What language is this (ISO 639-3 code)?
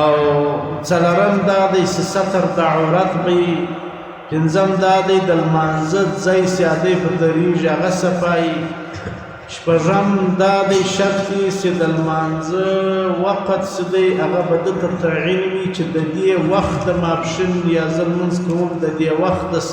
pus